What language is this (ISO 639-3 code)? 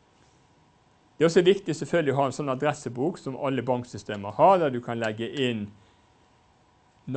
nor